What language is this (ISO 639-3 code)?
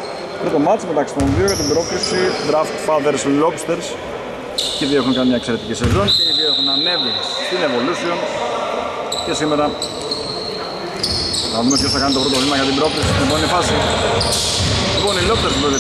ell